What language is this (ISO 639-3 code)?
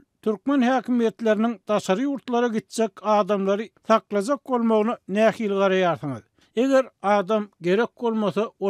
tuk